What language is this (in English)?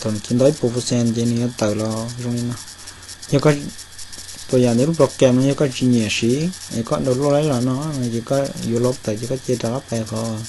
Hmong